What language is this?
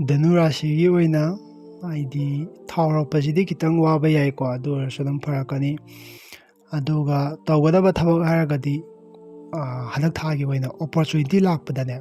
Manipuri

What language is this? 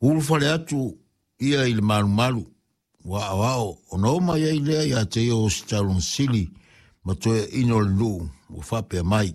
Samoan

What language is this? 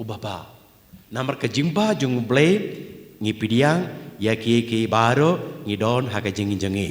Khasi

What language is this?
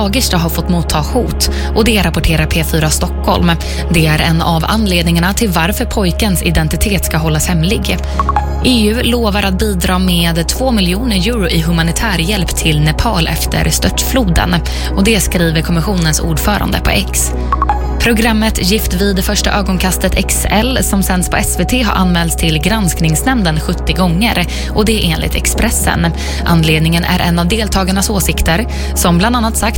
Swedish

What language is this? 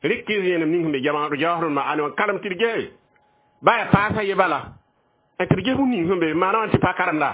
Mossi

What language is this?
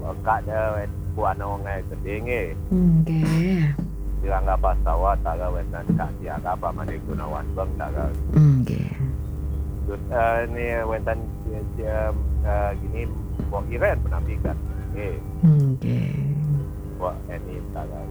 Balinese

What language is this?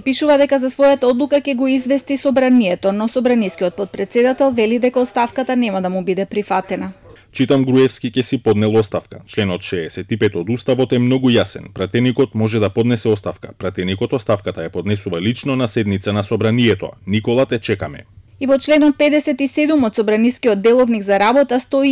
Macedonian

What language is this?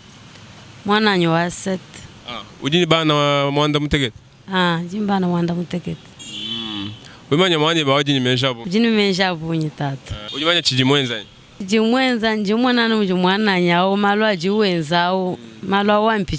Luba-Lulua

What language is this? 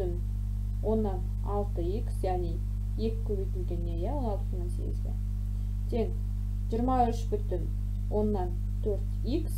Kazakh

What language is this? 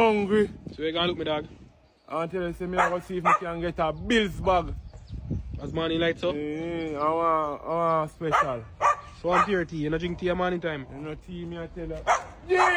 Jamaican Creole English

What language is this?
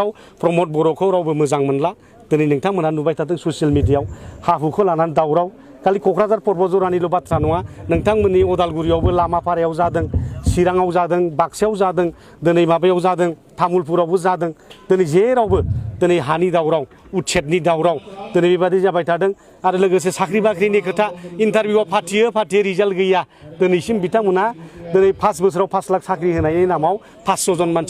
Bodo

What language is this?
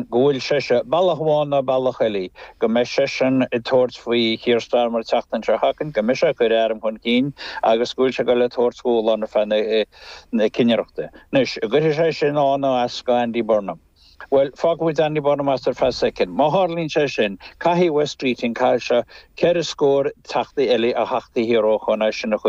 Irish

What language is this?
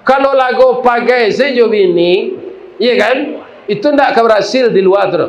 Minangkabau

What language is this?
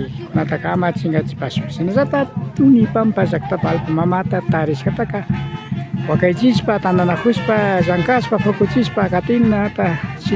Imbabura Highland Quichua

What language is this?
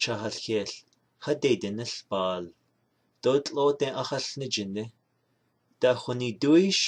Navajo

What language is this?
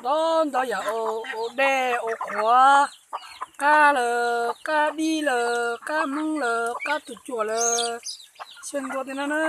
Hmong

